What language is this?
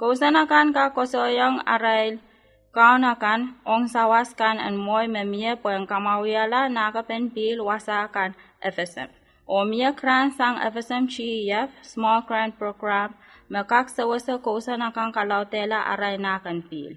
Pohnpeian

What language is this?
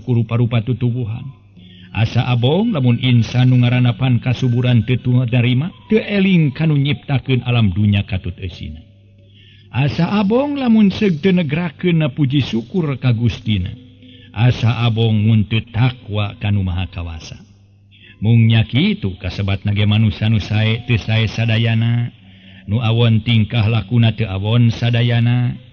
Sundanese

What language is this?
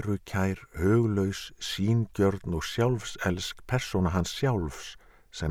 Icelandic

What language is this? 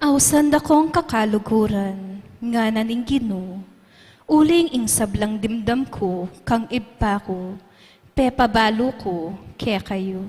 Pampanga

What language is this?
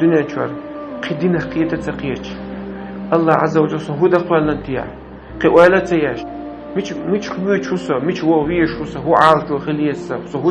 Chechen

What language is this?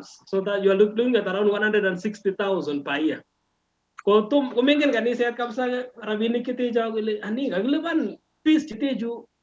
Kalenjin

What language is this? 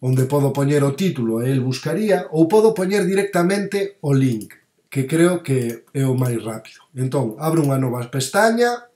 Galician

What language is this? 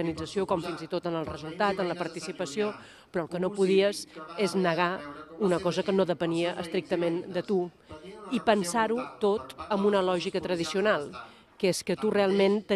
Catalan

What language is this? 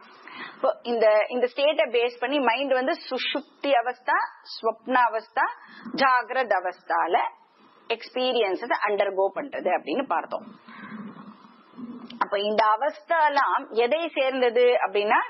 Tamil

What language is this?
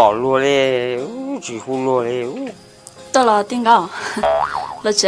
Hmong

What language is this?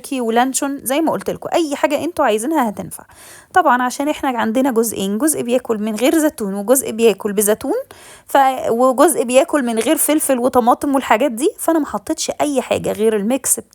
Egyptian Arabic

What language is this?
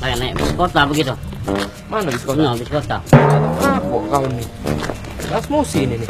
Musi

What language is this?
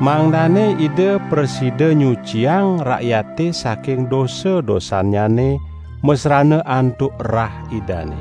Balinese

